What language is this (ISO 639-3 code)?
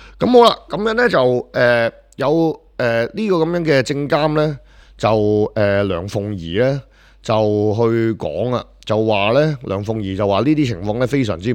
yue